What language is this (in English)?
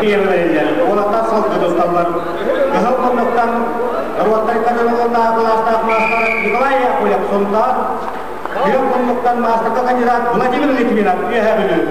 Yakut